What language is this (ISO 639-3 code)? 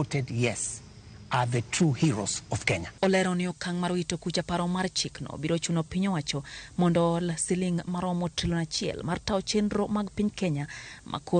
luo